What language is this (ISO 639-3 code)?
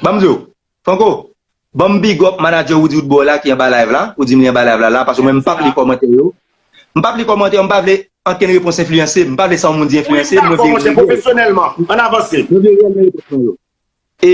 hat